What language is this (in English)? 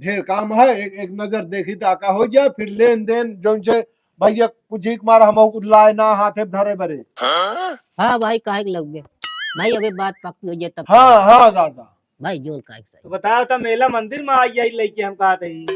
Awadhi